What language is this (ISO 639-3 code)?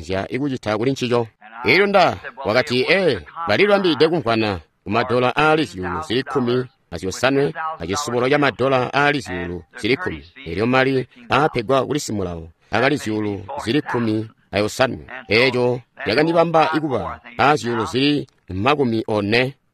toi